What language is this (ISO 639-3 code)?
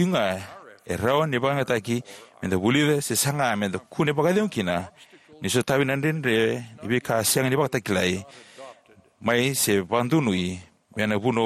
fij